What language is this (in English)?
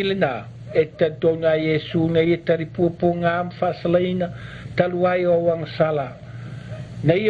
Samoan